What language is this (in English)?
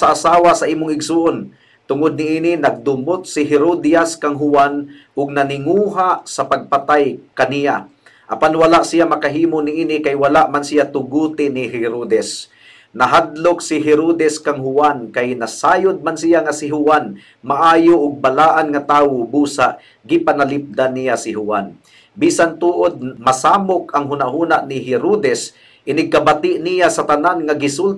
Cebuano